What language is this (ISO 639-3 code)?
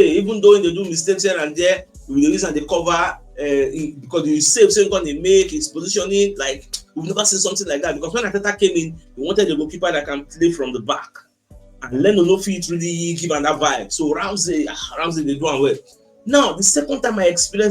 pcm